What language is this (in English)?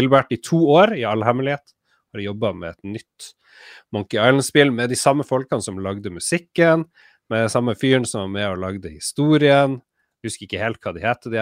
Norwegian